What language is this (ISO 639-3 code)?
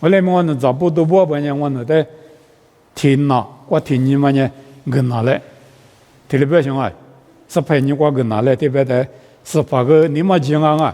lis